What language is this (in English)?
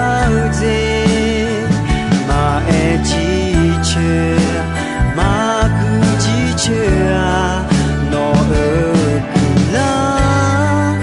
Akha